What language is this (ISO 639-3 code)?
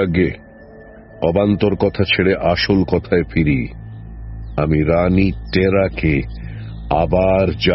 ben